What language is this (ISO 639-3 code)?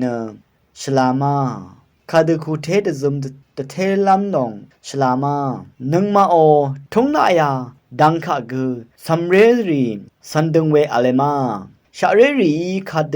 raw